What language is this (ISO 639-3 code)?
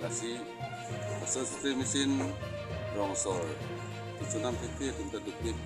mjw